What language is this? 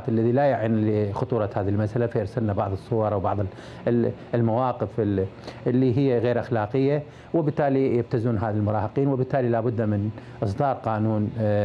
Mesopotamian Arabic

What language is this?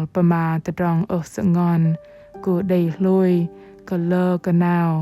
Bahnar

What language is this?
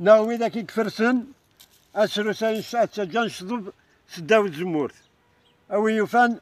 Kabyle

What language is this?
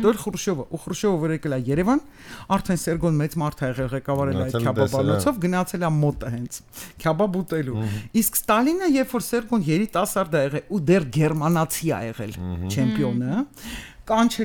Armenian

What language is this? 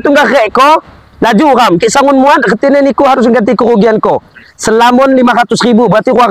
Lampung Api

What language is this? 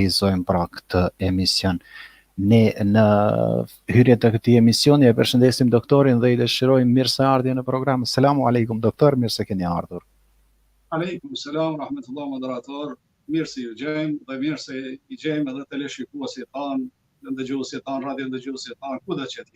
Albanian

